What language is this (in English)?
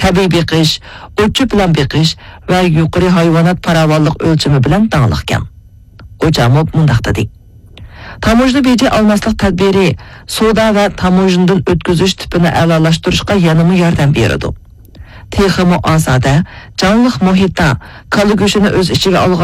Uyghur